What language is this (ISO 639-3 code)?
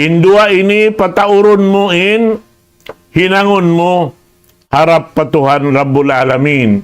tsg